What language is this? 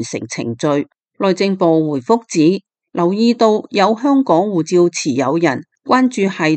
Cantonese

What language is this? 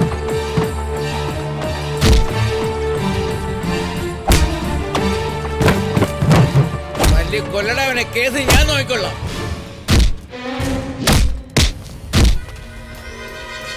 Malayalam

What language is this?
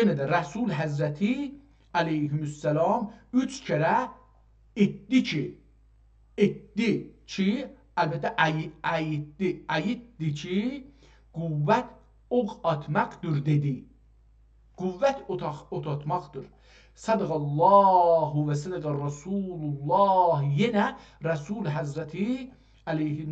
South Azerbaijani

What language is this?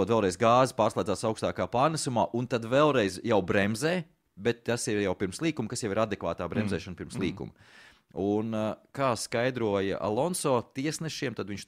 Latvian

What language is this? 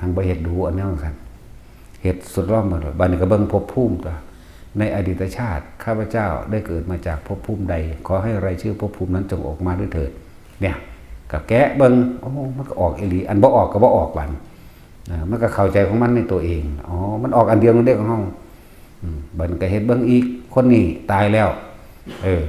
Northeastern Thai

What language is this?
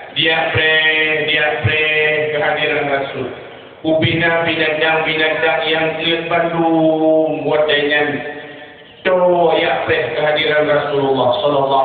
Achinese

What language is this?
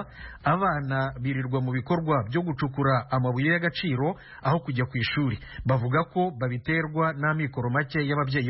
Kinyarwanda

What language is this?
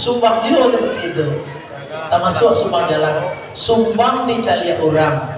Minangkabau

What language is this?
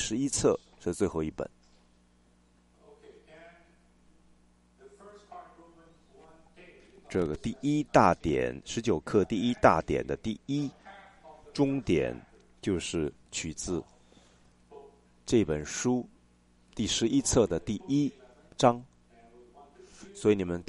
Chinese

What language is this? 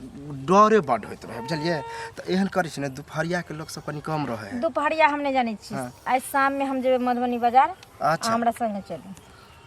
Maithili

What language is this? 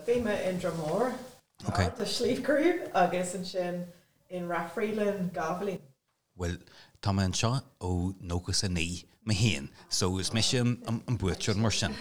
Irish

